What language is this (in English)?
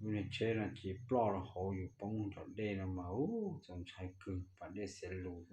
Hmong